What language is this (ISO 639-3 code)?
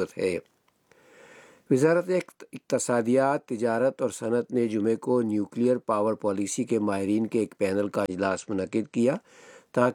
urd